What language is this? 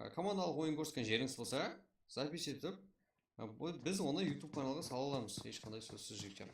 Kara-Kalpak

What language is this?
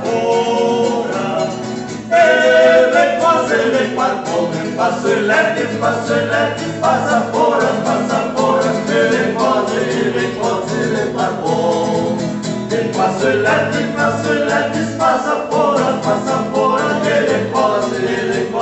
Venetian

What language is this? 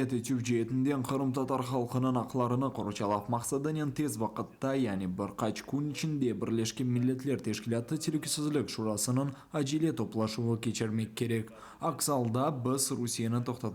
Crimean Tatar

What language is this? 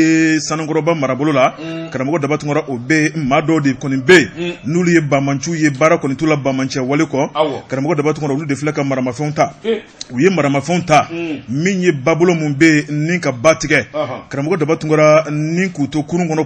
Bambara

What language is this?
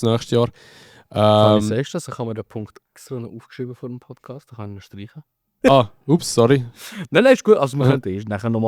Swiss German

